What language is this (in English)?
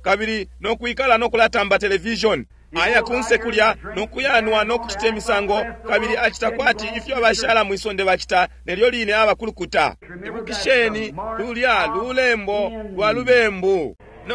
Bemba